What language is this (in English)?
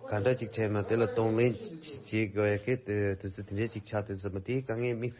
Tibetan